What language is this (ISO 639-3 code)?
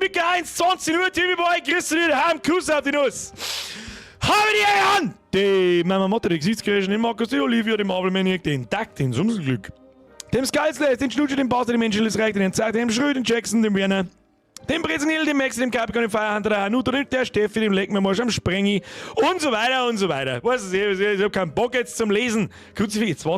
bar